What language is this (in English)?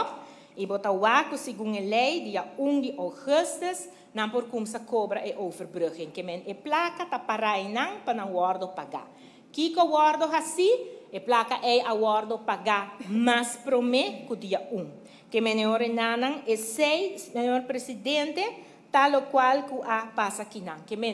Papiamento